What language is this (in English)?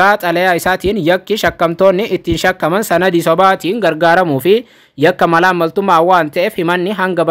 Oromo